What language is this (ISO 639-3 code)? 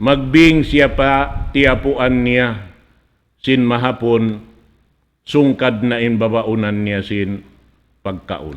tsg